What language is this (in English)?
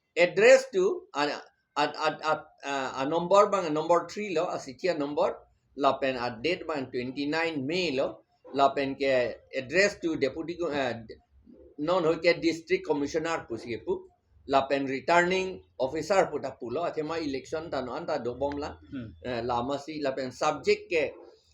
Karbi